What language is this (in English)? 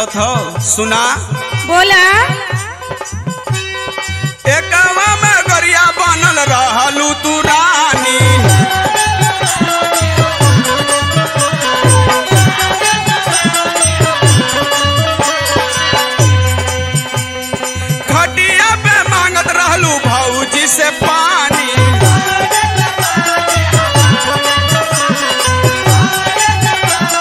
Bhojpuri